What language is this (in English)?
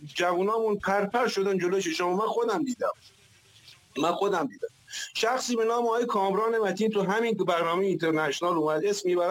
Persian